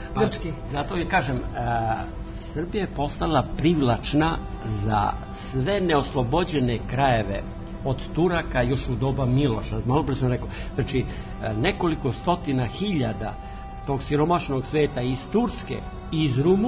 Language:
Serbian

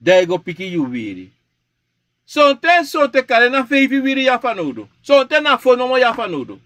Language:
Sranan Tongo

